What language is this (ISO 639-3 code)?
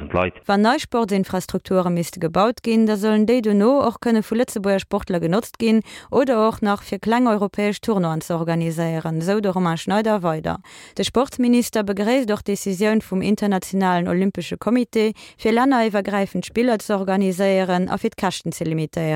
ltz